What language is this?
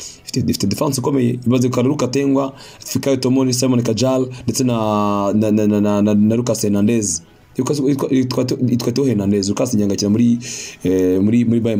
Kinyarwanda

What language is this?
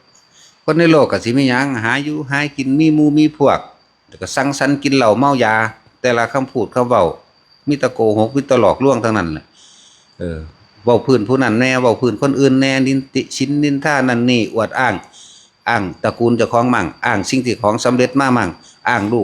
Northeastern Thai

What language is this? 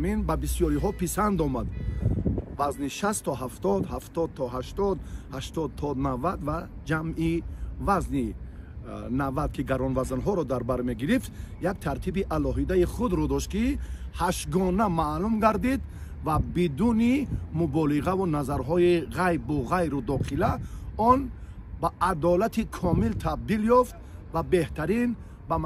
Tajik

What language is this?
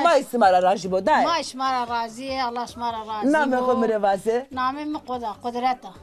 Zaza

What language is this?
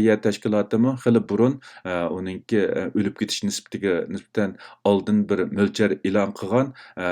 Uyghur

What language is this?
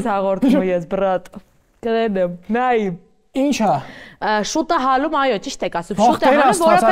Armenian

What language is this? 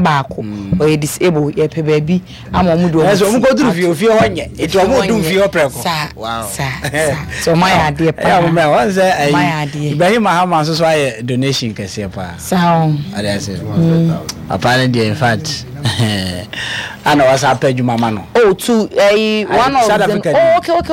Akan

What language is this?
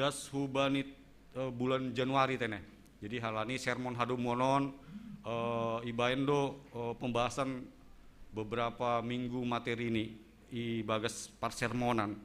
Batak Simalungun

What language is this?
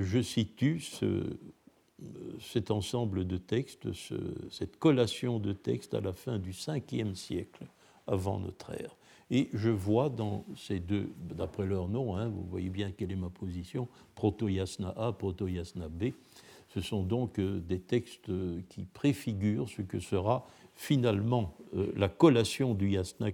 French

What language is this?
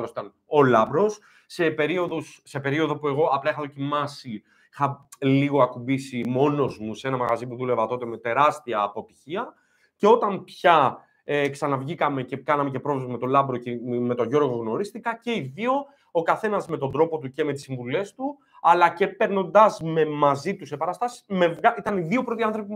Greek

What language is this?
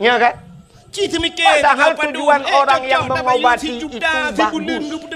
Achinese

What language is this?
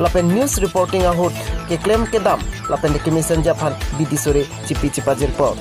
Karbi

